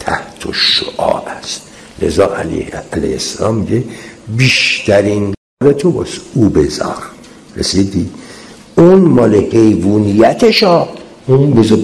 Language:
Persian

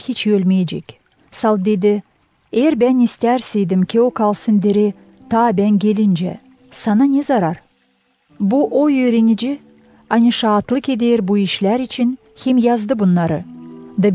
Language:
Gagauz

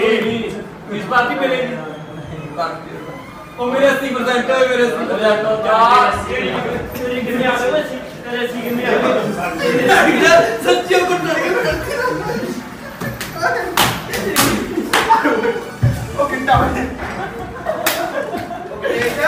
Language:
Punjabi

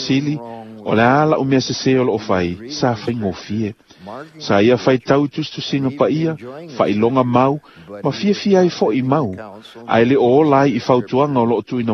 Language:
Samoan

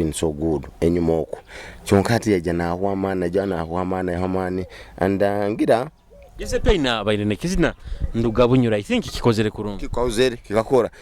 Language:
Nyoro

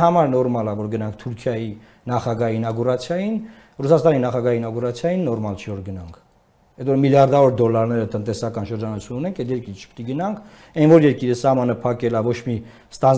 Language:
Armenian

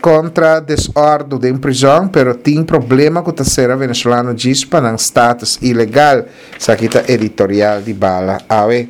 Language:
Papiamento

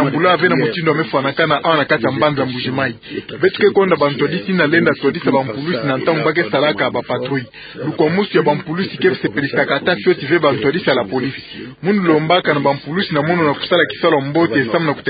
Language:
Kituba (Democratic Republic of Congo)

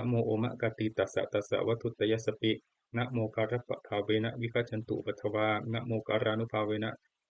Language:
Pali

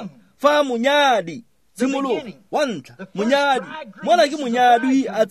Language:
Tswana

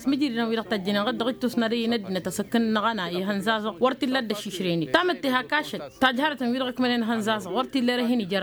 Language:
Tamasheq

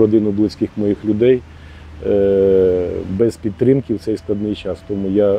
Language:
Ukrainian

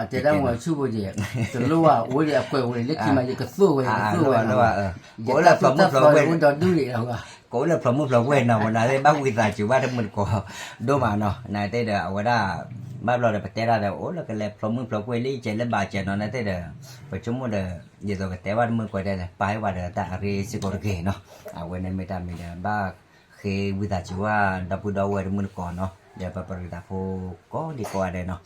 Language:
S'gaw Karen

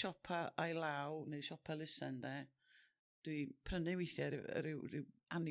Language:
Welsh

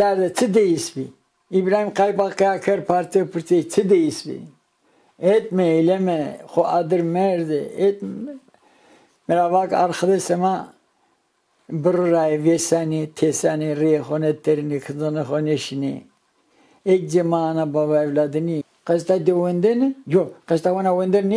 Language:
Zaza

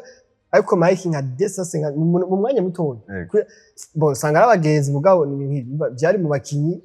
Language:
Rundi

